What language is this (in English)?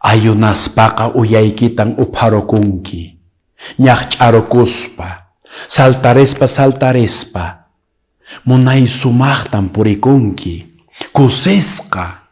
Quechua